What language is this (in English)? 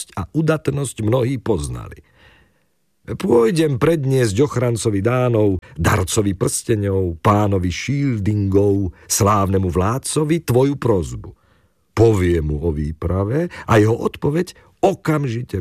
Slovak